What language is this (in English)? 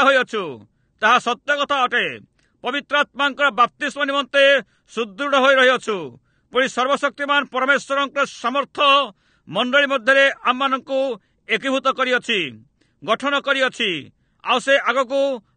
Odia